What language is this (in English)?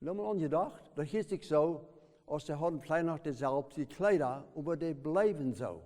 Plautdietsch